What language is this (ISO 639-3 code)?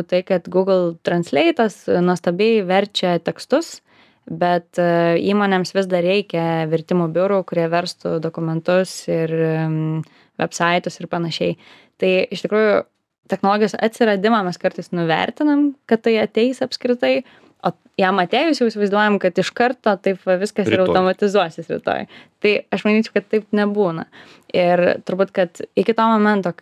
lit